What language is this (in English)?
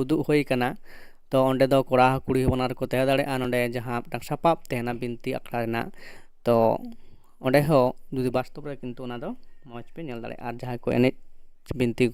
Santali